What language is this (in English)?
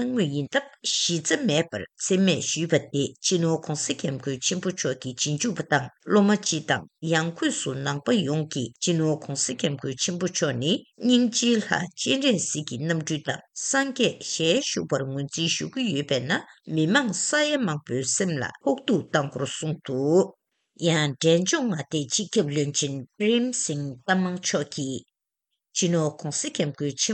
Tibetan